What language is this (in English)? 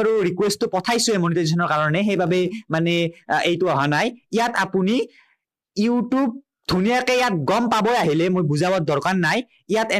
Assamese